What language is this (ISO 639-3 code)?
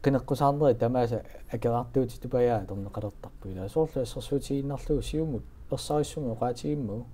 kal